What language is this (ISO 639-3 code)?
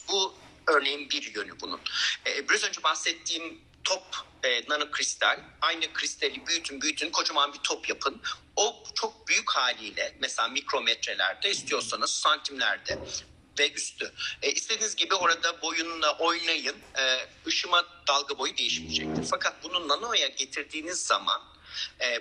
tur